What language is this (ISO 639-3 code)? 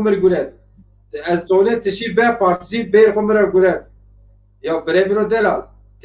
zza